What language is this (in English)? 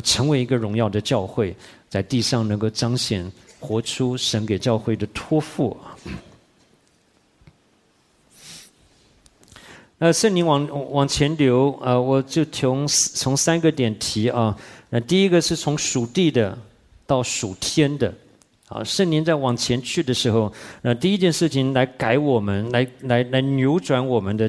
Chinese